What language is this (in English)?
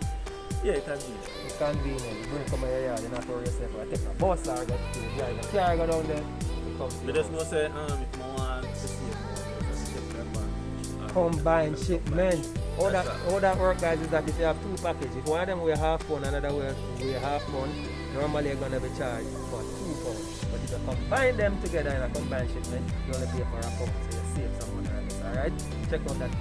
Jamaican Creole English